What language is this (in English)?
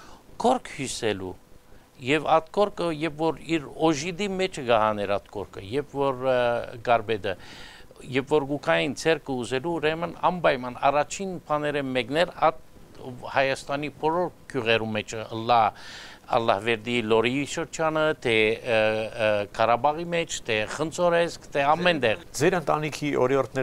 Armenian